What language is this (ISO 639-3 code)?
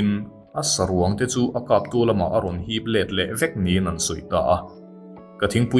lus